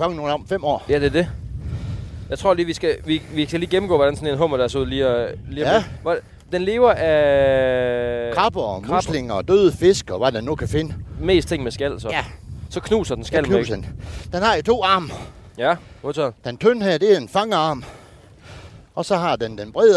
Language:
Danish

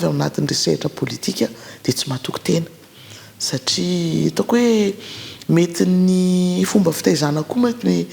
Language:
Malagasy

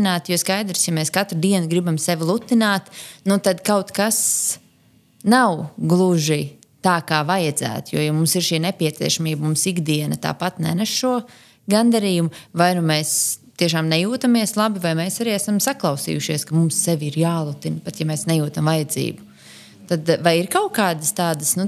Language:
Latvian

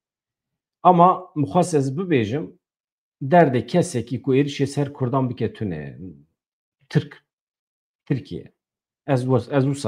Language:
Kurdish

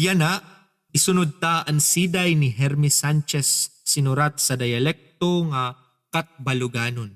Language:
Waray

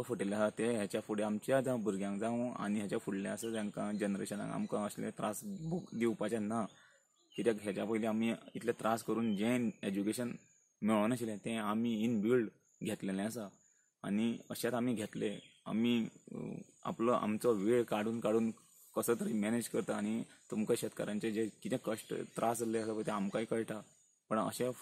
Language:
Konkani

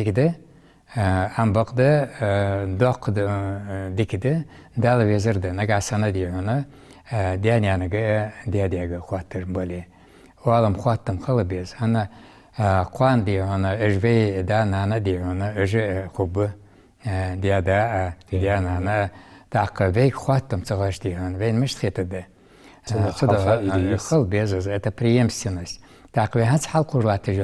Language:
Ingush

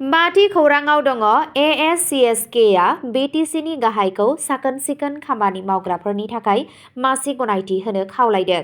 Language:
Bodo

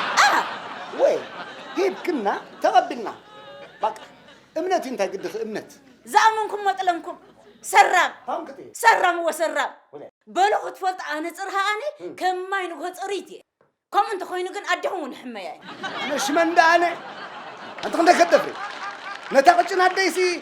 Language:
Tigrinya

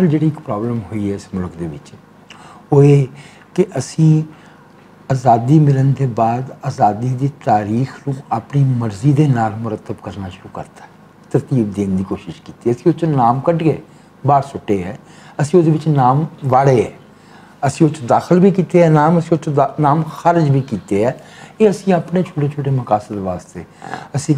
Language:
Western Panjabi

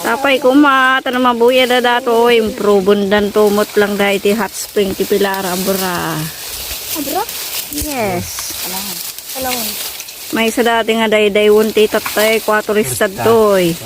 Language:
Iloko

